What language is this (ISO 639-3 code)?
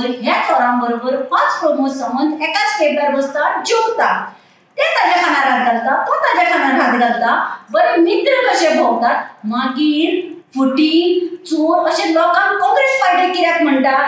kok